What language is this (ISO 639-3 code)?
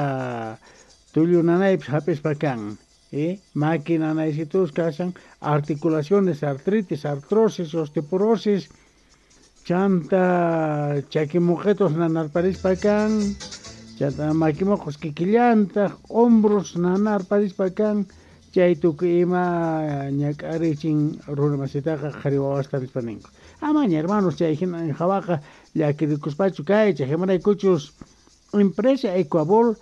que